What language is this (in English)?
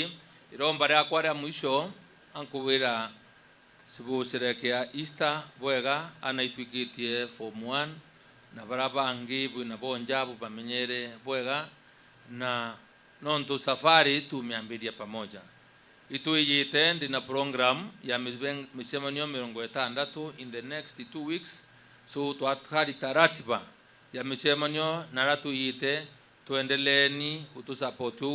Meru